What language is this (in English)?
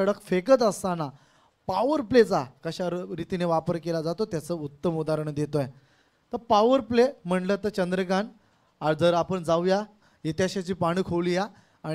Marathi